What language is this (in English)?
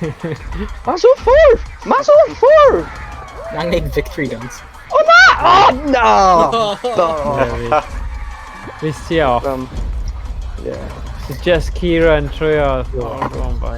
Welsh